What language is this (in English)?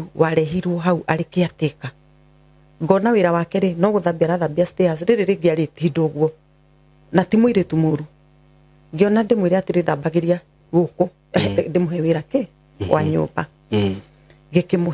Kikuyu